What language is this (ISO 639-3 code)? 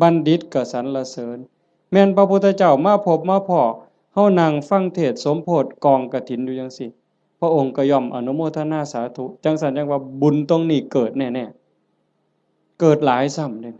tts